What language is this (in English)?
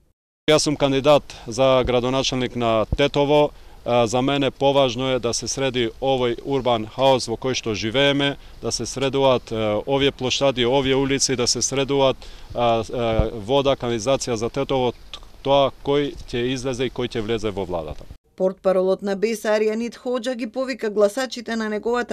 Macedonian